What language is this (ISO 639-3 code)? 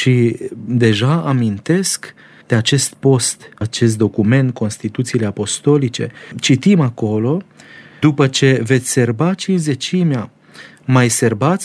ron